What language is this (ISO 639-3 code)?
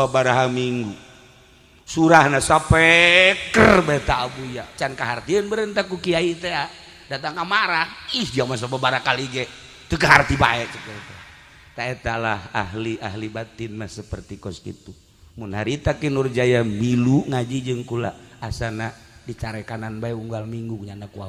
sun